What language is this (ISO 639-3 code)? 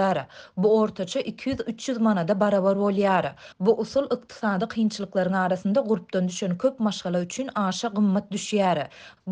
tuk